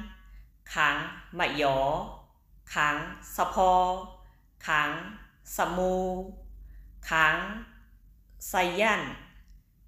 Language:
Shan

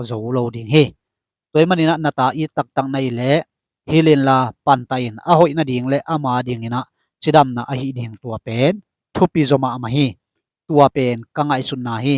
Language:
Tedim Chin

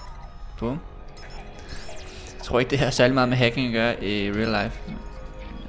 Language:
Danish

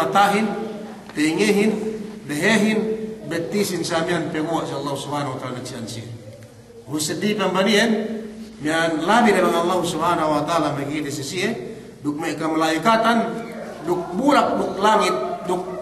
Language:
Yakan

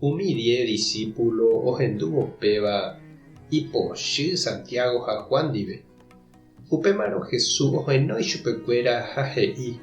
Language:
Guarani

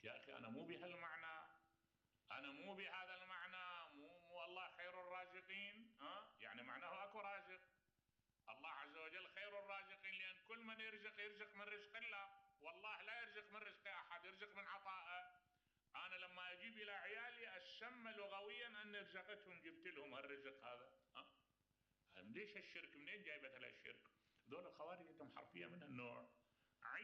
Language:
Mesopotamian Arabic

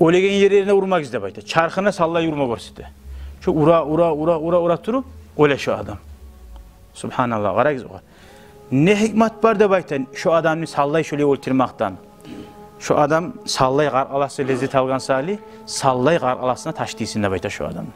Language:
Kumyk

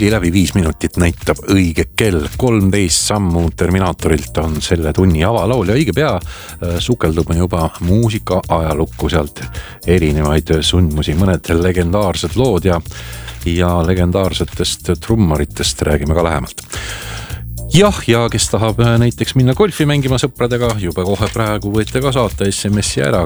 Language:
Estonian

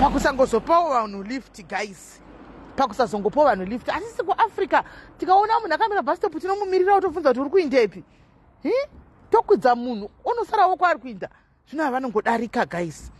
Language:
Shona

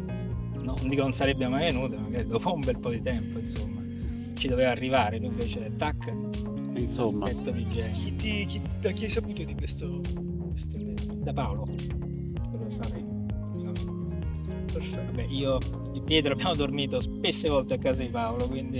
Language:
Italian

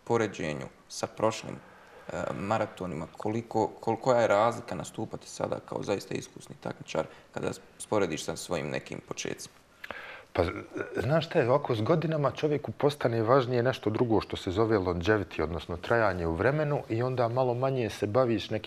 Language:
Bosnian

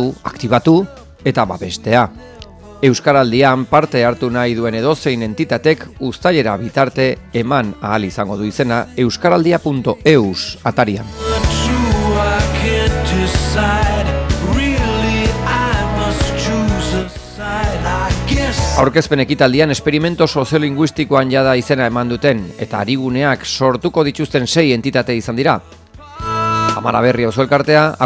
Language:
Basque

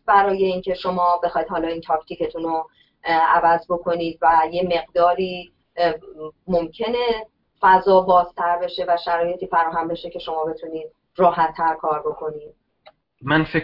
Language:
Persian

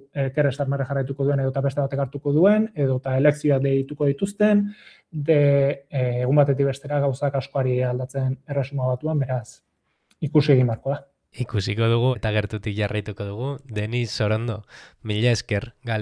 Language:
Basque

